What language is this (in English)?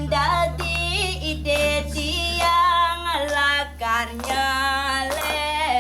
Balinese